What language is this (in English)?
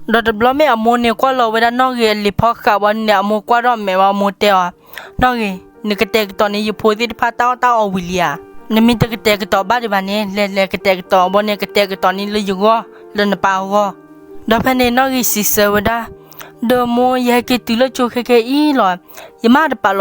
S'gaw Karen